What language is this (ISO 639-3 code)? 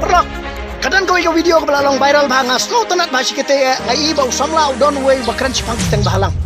kha